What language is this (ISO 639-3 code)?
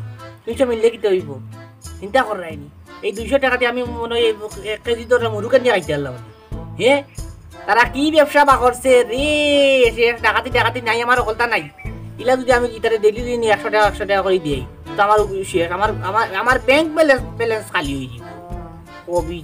syl